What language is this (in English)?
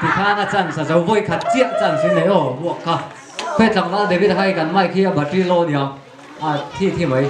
Mizo